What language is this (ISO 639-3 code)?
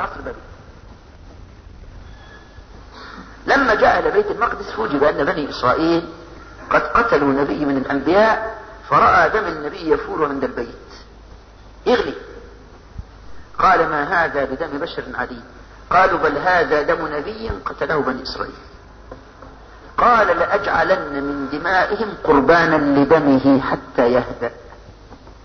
ara